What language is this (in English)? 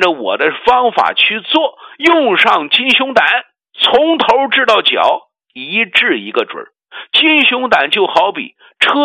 Chinese